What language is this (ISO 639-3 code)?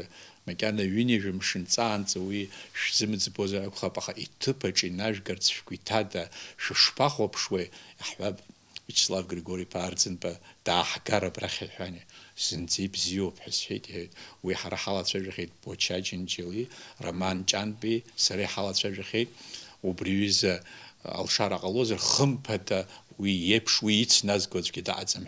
abk